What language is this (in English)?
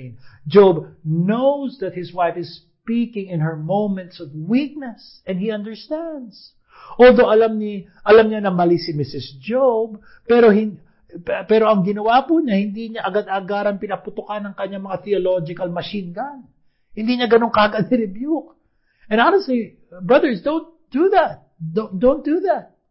Filipino